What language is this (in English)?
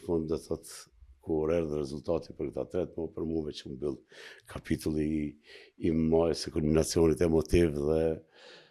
Albanian